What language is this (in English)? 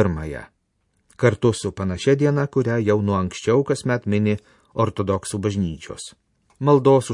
Lithuanian